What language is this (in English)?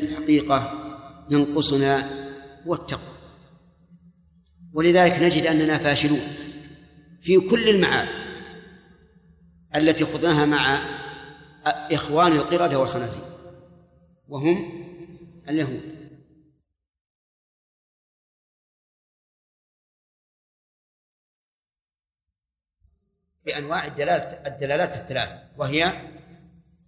Arabic